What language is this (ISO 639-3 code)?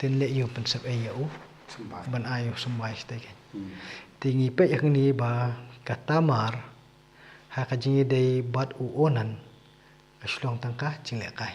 kha